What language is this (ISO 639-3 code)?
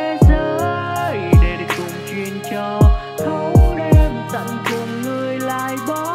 vie